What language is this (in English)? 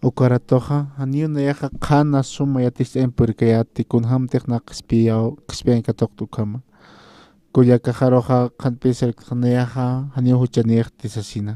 Aymara